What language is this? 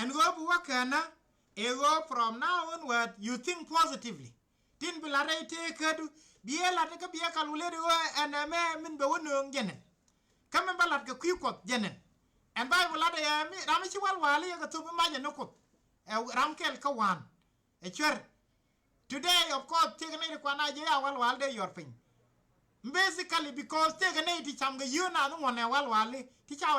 Nuer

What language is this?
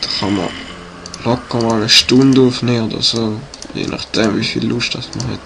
Swiss German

